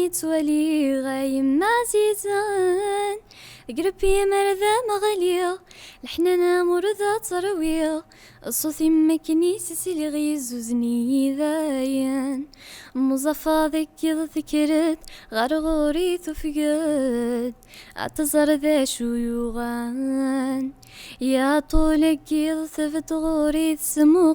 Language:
Kabyle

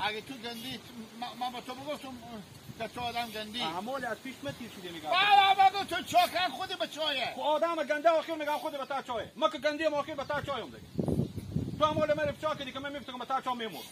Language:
Hazaragi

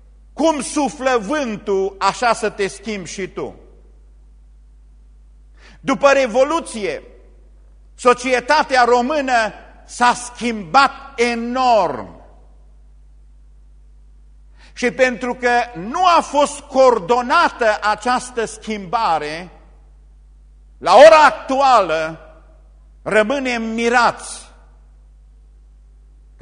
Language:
Romanian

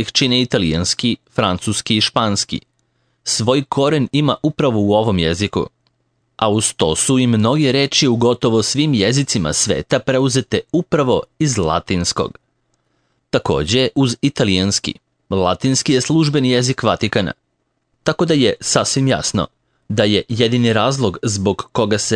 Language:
Serbian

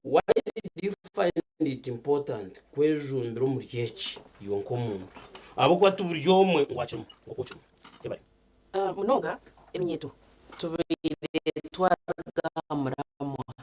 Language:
Nyankole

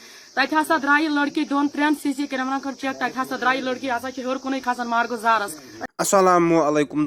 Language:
Kashmiri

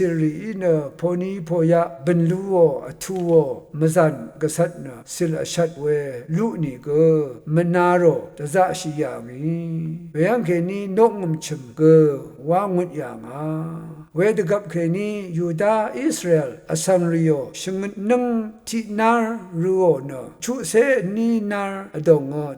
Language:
Rawang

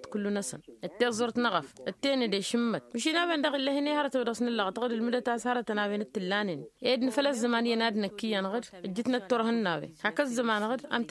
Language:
Tamasheq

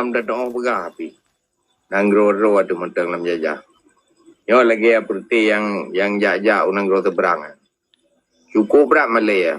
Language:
Achinese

